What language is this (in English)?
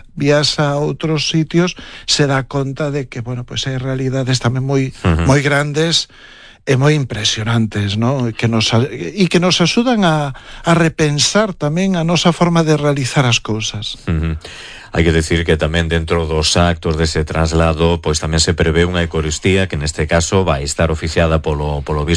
Galician